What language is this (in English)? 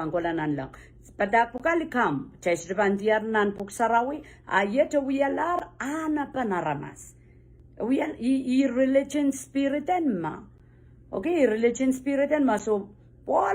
Pohnpeian